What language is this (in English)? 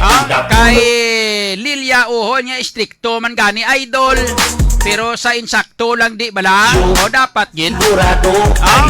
Hiligaynon